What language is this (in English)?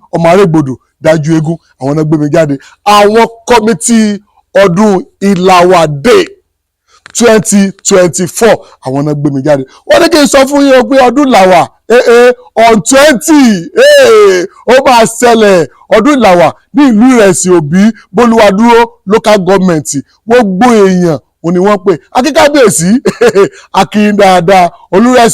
Yoruba